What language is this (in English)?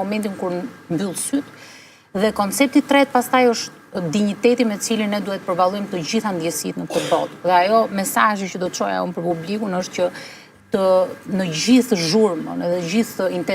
Albanian